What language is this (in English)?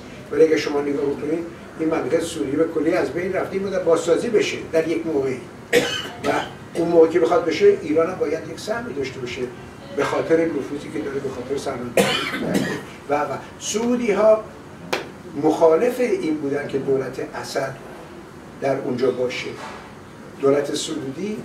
Persian